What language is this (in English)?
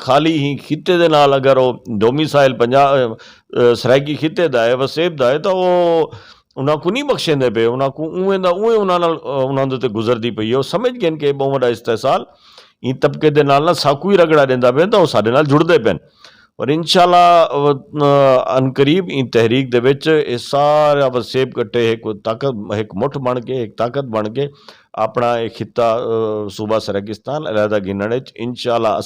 Saraiki